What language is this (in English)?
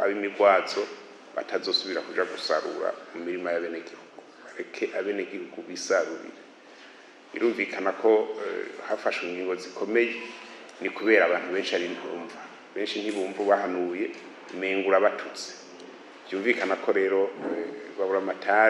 Rundi